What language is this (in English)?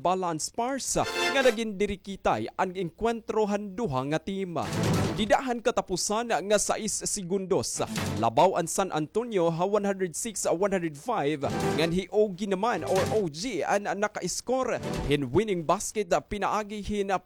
Waray